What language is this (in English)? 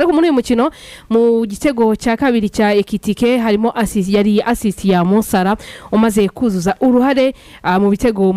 Kinyarwanda